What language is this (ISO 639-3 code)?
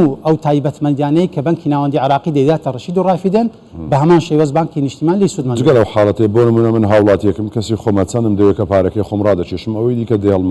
ckb